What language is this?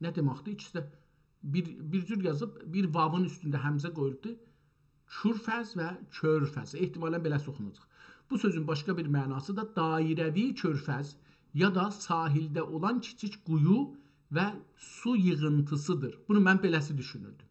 South Azerbaijani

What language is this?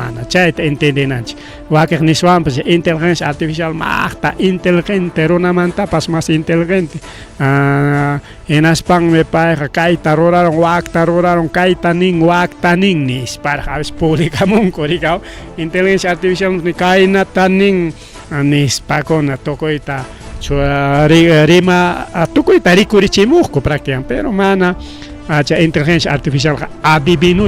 Ayacucho Quechua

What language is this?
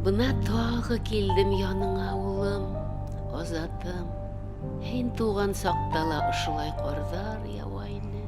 Bashkir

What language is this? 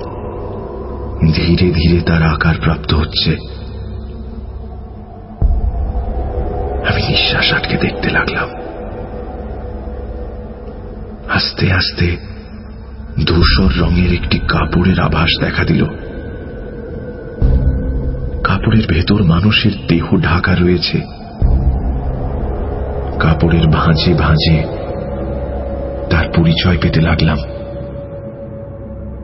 Bangla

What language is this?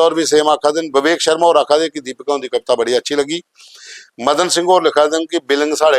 Dogri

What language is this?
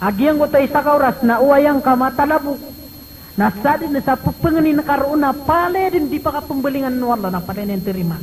Maranao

